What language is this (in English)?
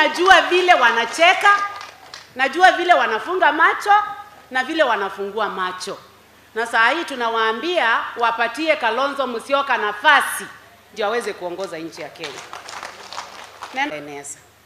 Kamba